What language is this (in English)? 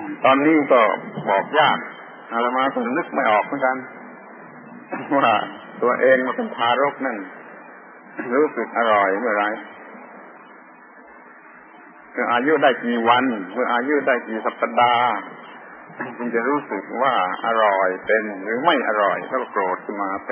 Thai